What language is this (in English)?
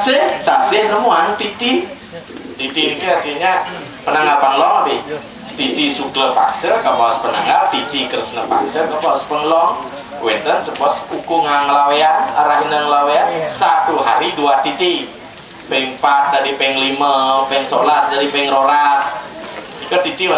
Balinese